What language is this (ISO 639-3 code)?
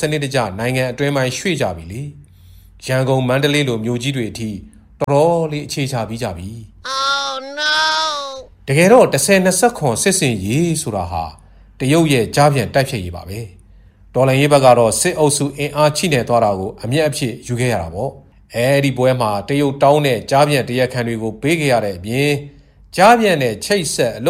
mya